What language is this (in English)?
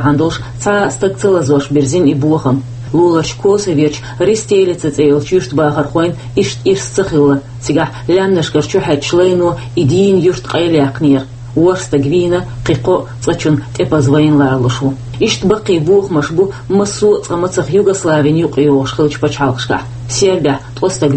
Chechen